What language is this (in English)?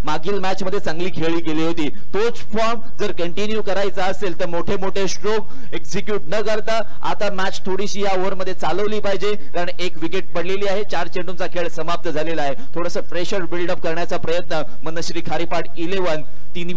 Marathi